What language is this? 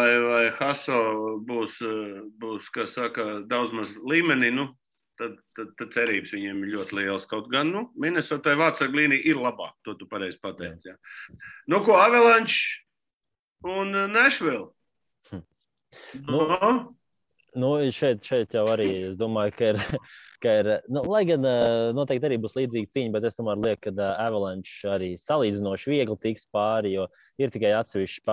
Latvian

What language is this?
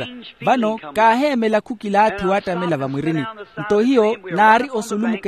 Makhuwa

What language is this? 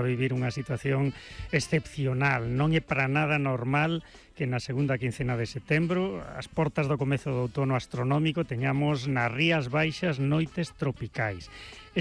Galician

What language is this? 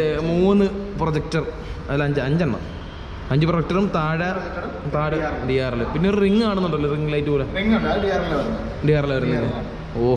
Malayalam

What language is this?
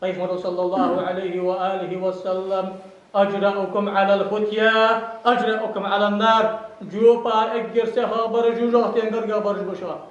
Ingush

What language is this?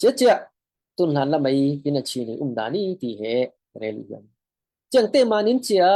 Falam Chin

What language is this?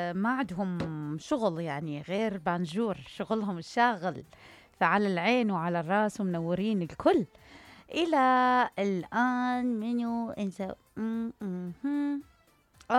Mesopotamian Arabic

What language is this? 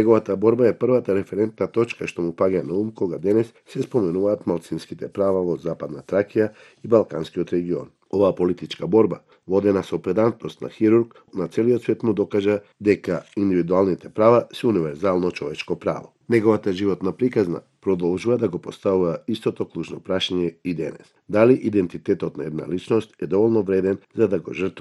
Macedonian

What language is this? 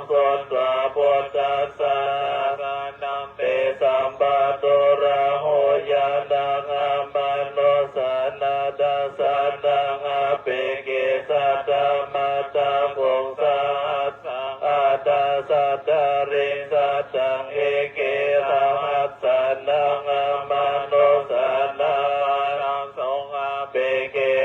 Pali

